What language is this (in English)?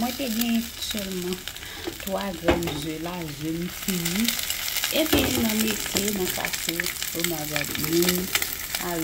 Haitian Creole